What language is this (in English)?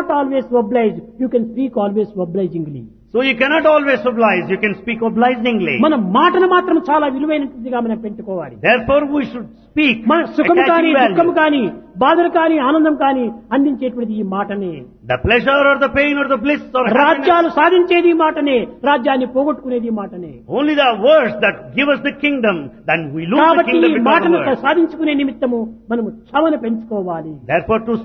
Telugu